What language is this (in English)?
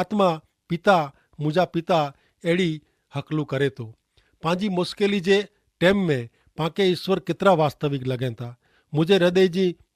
Kachhi